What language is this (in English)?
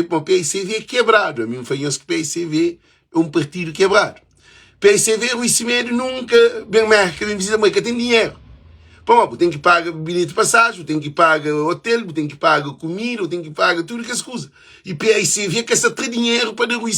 Kabuverdianu